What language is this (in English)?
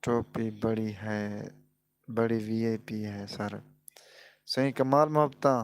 Saraiki